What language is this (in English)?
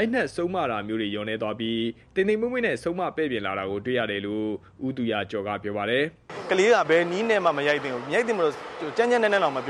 Burmese